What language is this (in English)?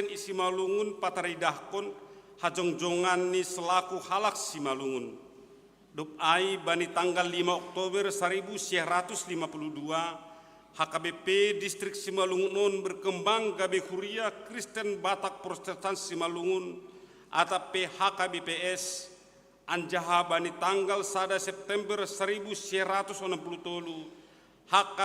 Batak Simalungun